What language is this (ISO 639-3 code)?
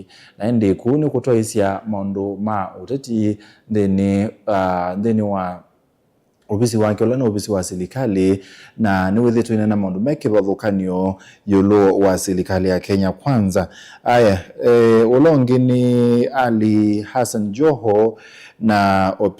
kam